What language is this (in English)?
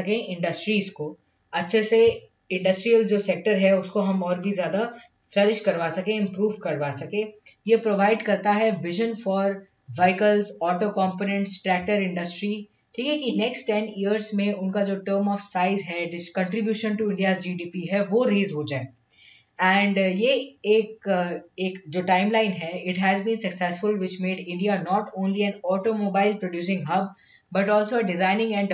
Hindi